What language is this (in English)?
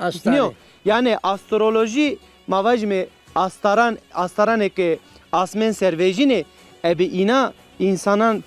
Zaza